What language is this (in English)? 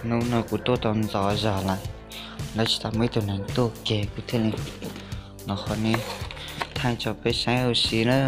Hmong